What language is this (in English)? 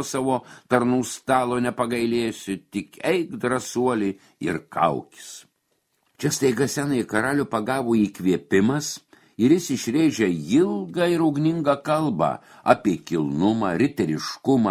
Lithuanian